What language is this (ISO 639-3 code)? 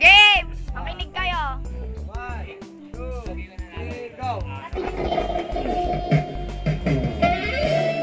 fil